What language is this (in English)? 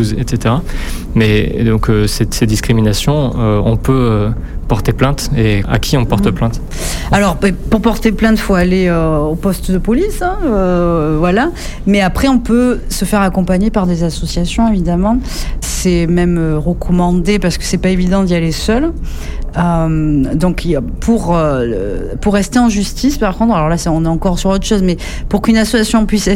French